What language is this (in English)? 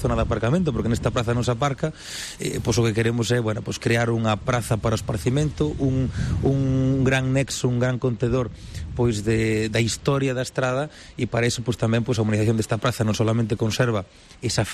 Galician